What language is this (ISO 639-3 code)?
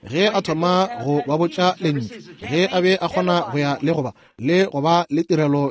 nso